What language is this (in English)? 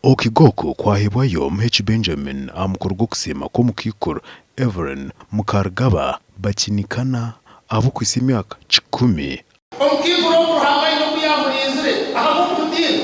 Nyankole